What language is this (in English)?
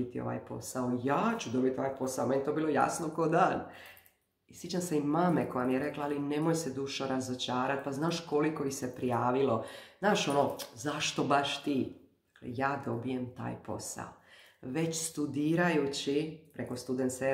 Croatian